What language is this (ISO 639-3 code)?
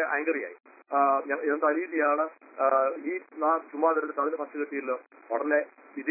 mal